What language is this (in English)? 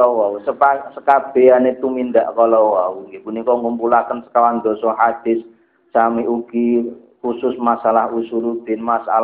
Javanese